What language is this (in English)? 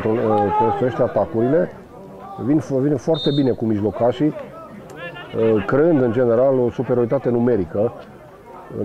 Romanian